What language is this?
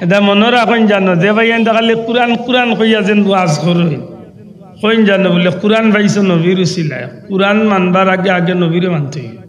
Sylheti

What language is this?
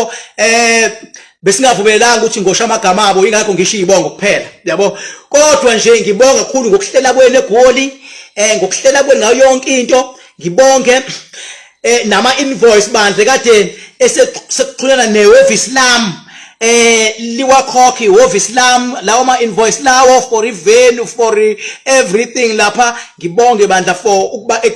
Zulu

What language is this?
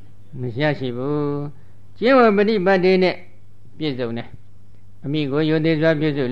Burmese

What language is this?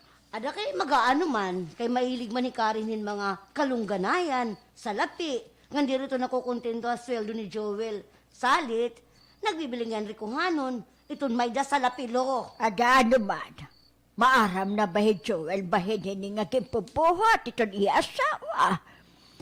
Waray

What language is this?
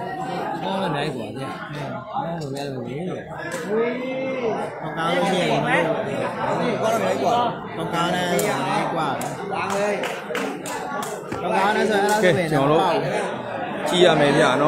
Burmese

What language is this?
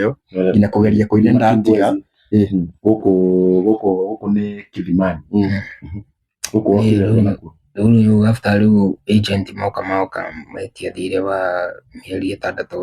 Kikuyu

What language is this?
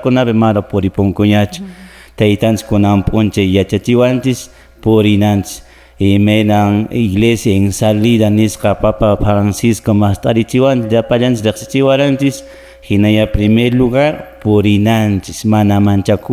Quechua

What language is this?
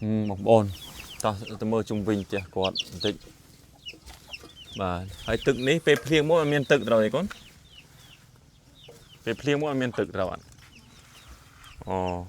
Khmer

